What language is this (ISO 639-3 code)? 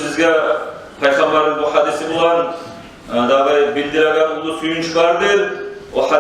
kum